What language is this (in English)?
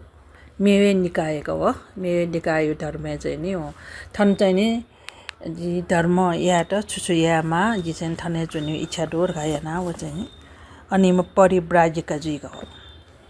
Newari